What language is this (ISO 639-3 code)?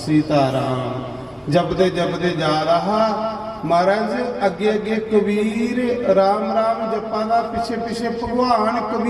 doi